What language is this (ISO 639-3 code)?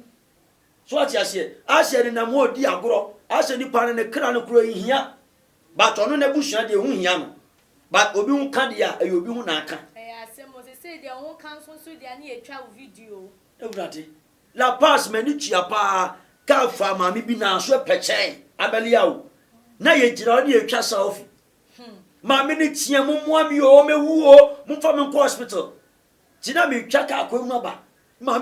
aka